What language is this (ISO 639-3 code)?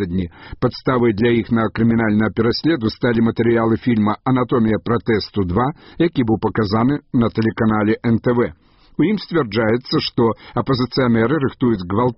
bel